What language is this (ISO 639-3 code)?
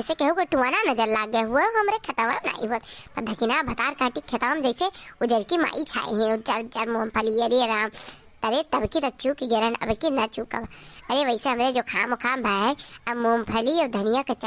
awa